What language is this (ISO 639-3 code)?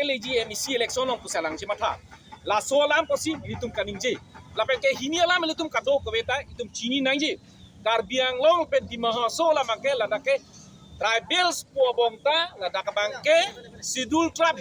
mjw